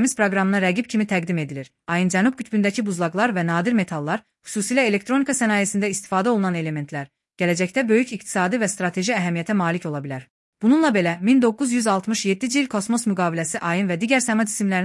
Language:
Azerbaijani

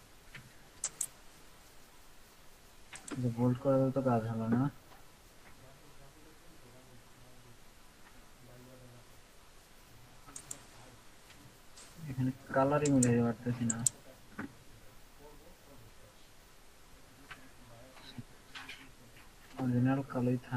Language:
Bangla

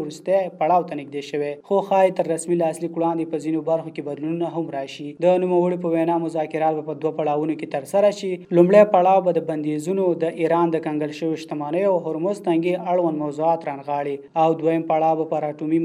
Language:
Pashto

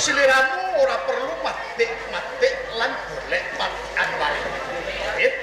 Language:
Javanese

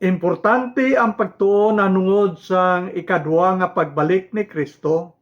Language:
Hiligaynon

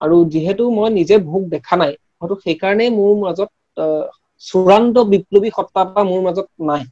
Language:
Assamese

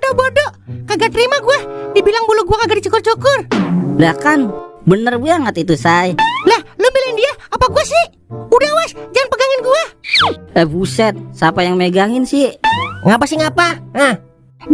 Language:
Betawi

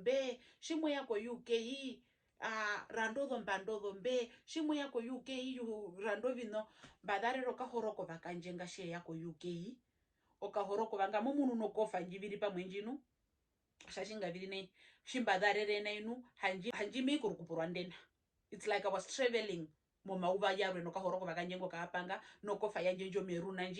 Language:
Herero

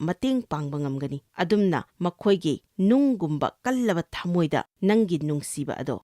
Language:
Manipuri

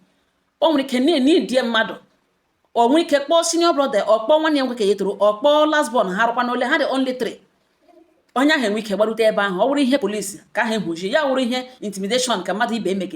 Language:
Igbo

